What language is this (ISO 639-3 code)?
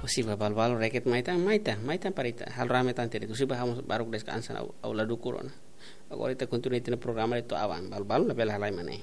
tet